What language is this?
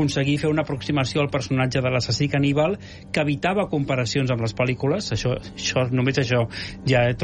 Catalan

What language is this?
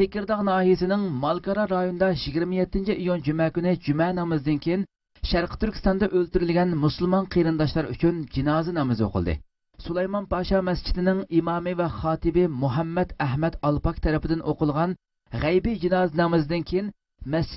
Uyghur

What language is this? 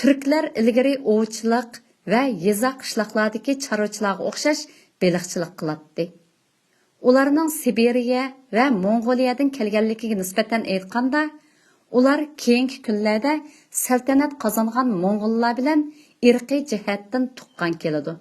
Uyghur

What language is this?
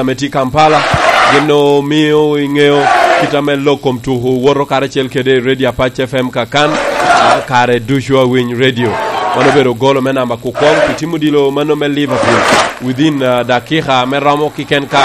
Lango (Uganda)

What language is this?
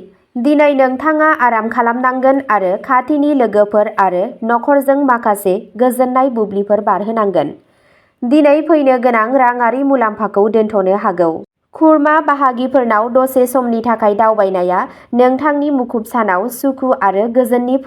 Bodo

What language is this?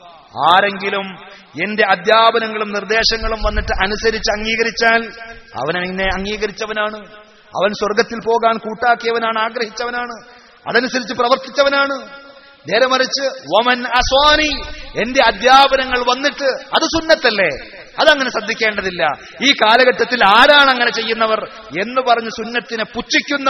Malayalam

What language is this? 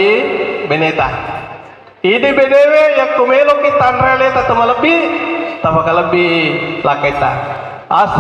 Buginese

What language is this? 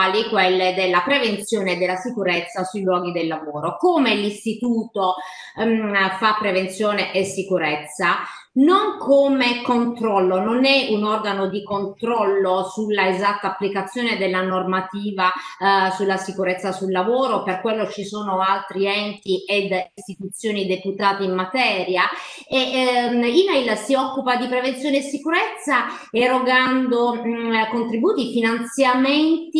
Italian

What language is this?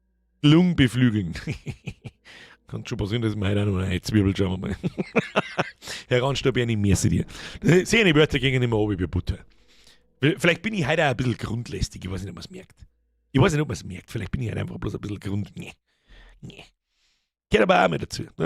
Bavarian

